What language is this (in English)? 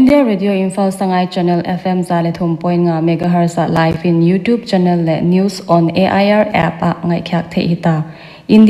Paite Chin